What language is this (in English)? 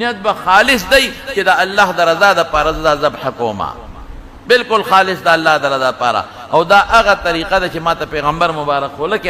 Pashto